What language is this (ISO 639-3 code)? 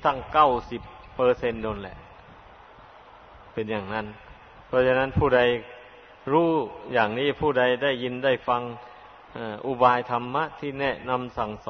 tha